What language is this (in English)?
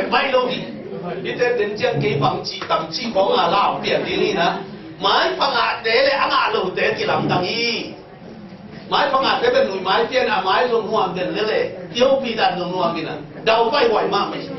Tedim Chin